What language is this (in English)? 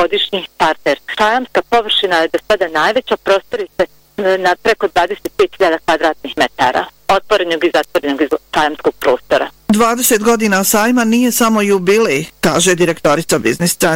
Bosnian